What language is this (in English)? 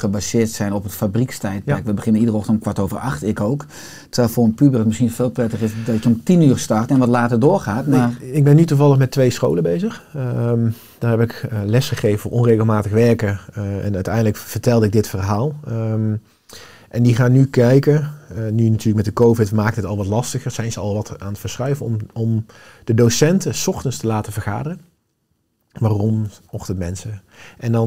Dutch